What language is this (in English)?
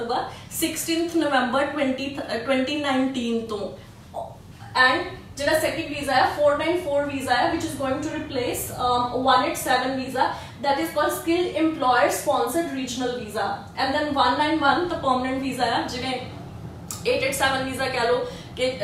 Punjabi